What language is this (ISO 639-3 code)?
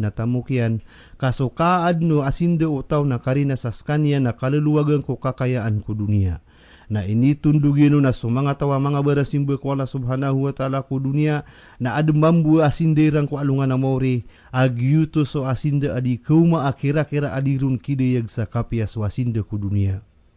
mrw